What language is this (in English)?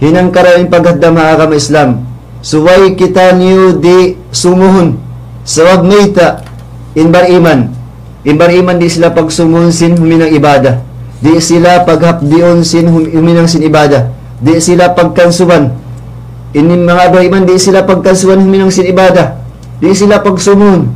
Tausug